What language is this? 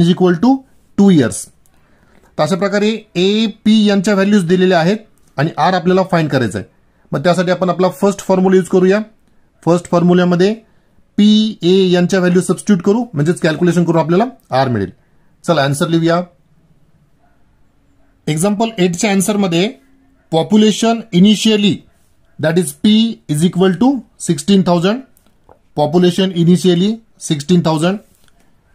Marathi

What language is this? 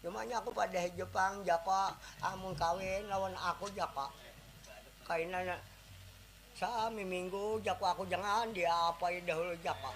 Banjar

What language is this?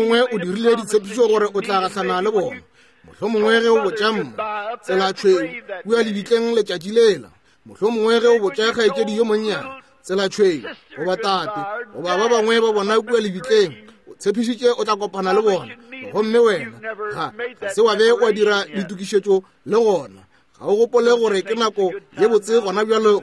Northern Sotho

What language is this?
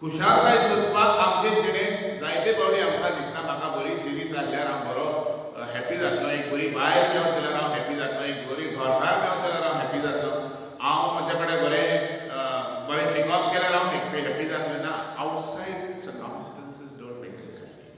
Konkani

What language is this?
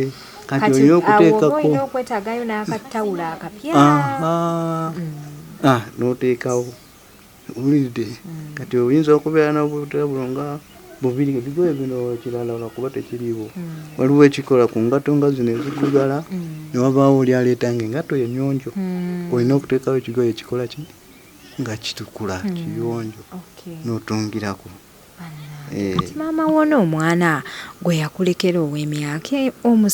Ganda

